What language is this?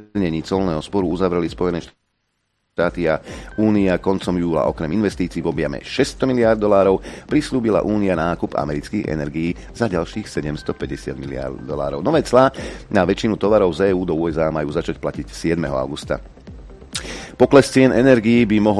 Slovak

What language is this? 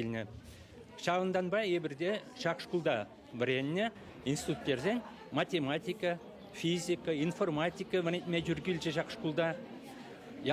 Chuvash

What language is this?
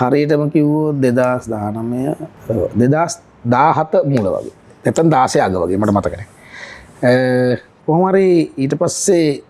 Sinhala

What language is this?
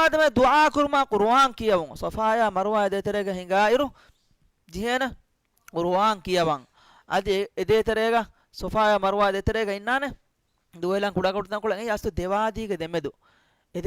Divehi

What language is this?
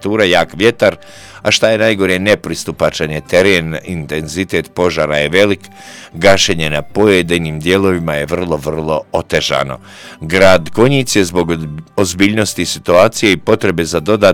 Croatian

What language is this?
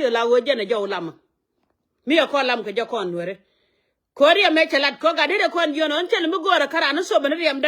Nuer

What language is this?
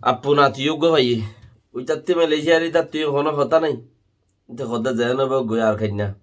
Rohingya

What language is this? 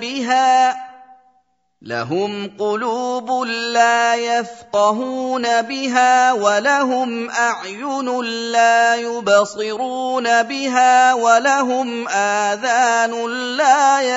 Arabic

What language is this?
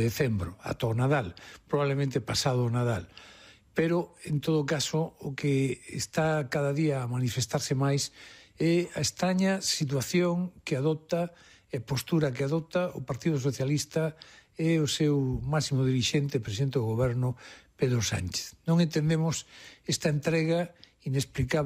Galician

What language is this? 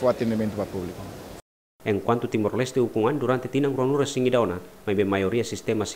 Tetum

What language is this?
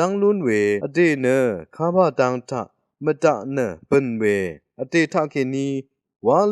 Rawang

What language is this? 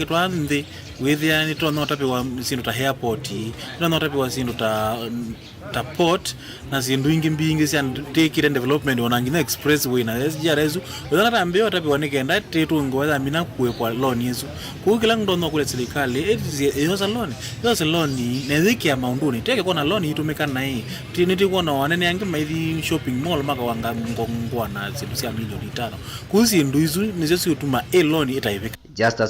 Kamba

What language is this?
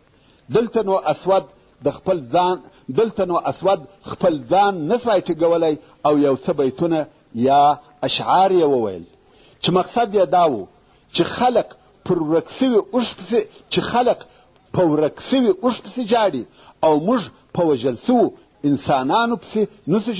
Pashto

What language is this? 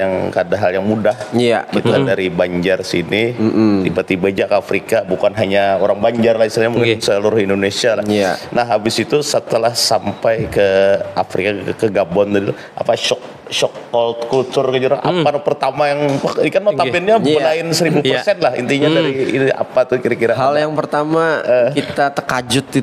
Banjar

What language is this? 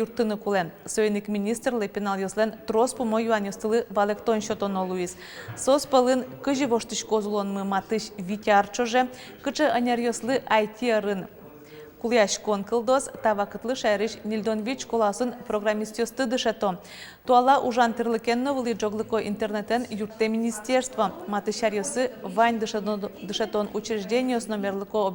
Udmurt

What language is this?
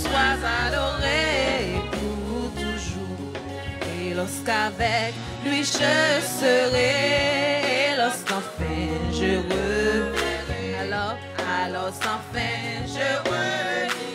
French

